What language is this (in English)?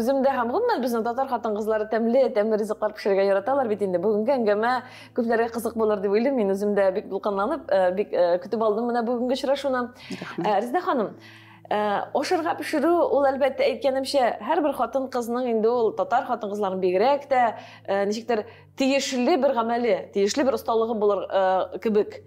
Tatar